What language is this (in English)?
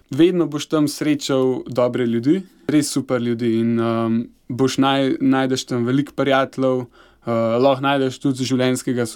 Slovenian